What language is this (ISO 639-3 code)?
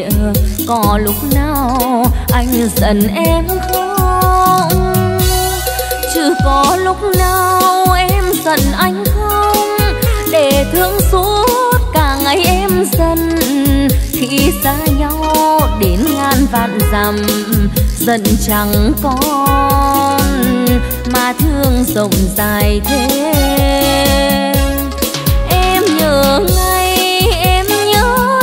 vie